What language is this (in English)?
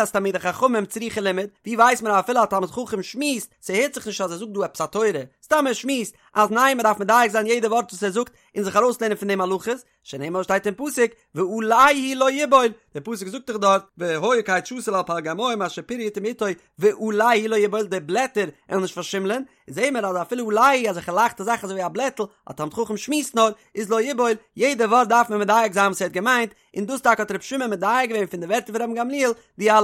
Yiddish